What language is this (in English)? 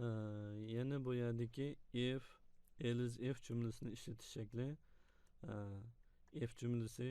Uyghur